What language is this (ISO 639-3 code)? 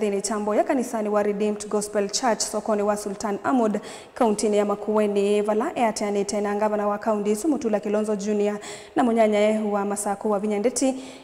kam